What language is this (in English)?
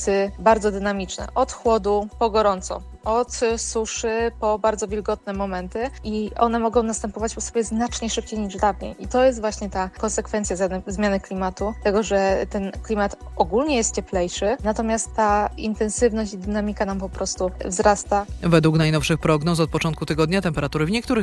Polish